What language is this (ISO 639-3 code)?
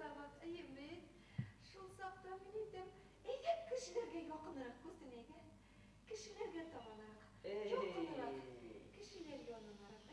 bak